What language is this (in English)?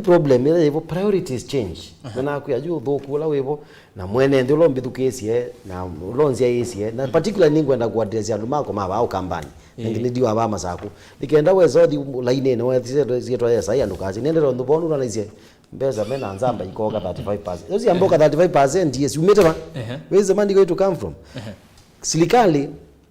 Kamba